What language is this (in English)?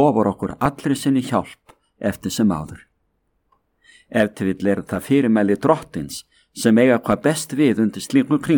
Icelandic